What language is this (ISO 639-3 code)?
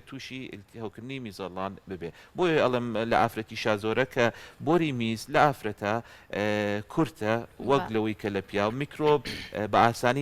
ckb